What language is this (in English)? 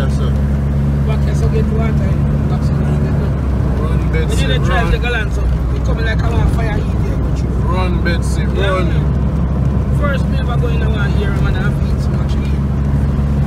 Jamaican Creole English